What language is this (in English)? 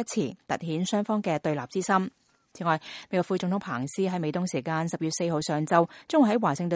Cantonese